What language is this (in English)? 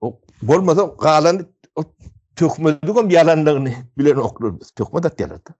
Turkmen